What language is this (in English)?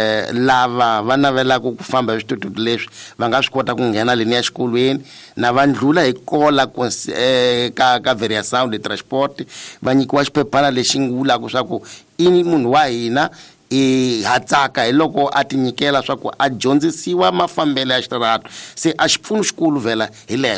Tsonga